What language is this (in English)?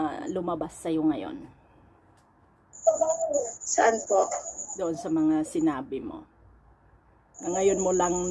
Filipino